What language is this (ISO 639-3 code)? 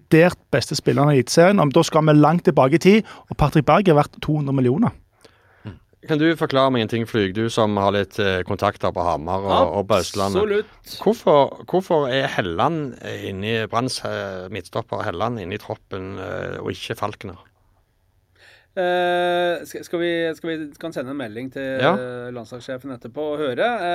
nor